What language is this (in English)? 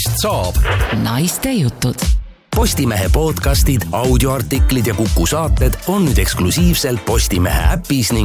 Estonian